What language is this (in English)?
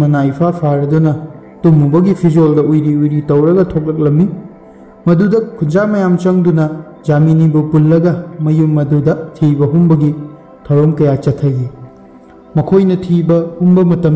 Manipuri